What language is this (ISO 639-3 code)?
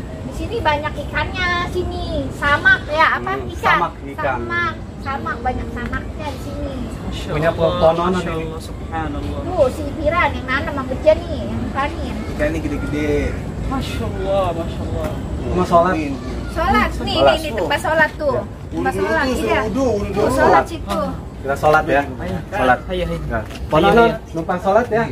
bew